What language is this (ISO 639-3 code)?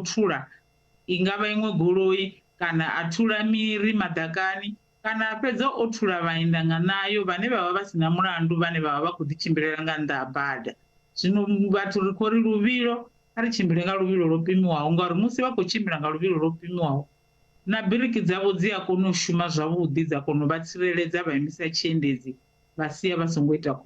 ven